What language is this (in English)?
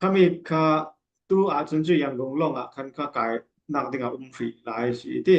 Falam Chin